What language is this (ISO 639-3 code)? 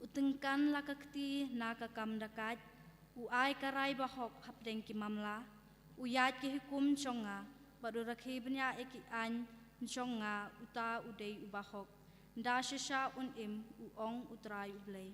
kha